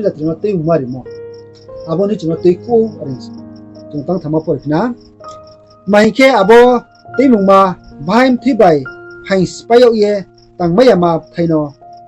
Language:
Riang (India)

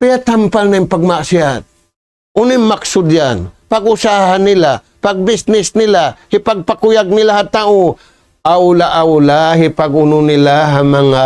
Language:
Tausug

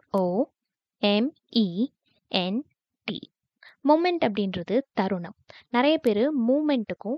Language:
Tamil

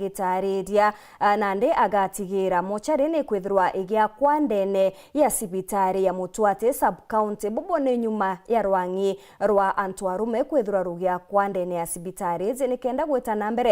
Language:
Meru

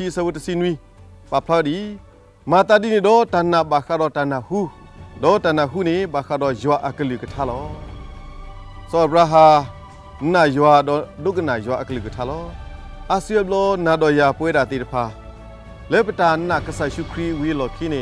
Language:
S'gaw Karen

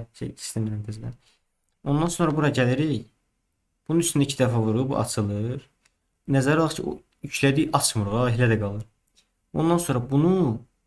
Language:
Azerbaijani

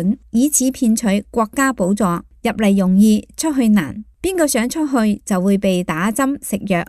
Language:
Cantonese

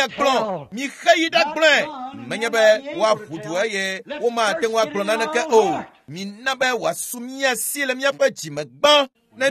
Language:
Ewe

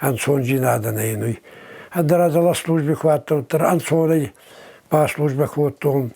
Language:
Ossetic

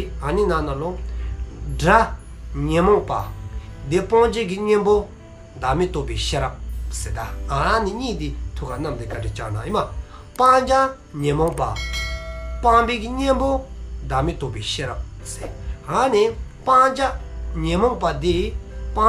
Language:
Dzongkha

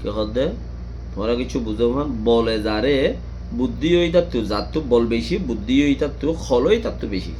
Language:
Rohingya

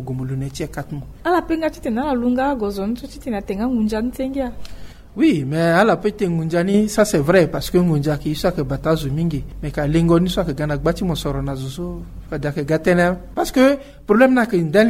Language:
Sango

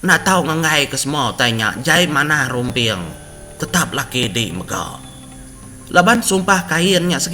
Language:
Iban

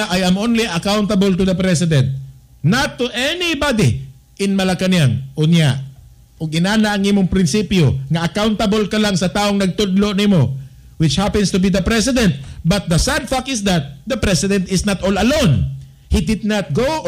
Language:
Cebuano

